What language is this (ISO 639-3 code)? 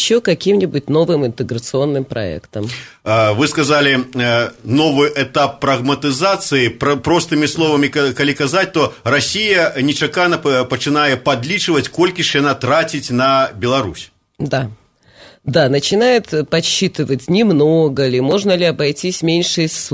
bel